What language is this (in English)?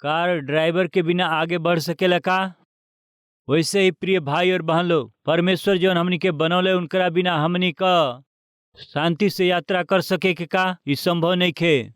Bhojpuri